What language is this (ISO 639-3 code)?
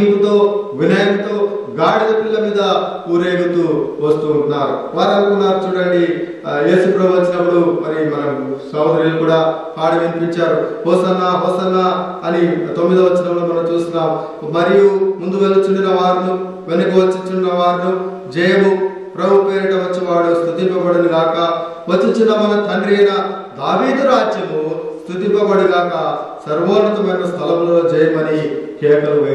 tel